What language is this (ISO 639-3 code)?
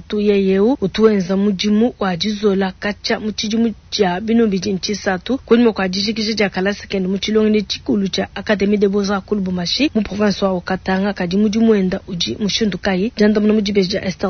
lua